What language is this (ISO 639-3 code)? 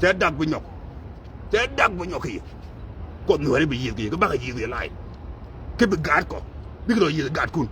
nus